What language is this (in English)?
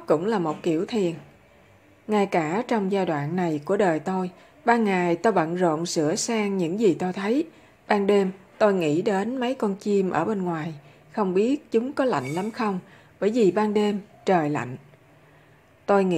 Vietnamese